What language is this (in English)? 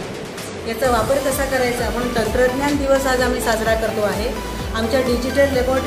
Marathi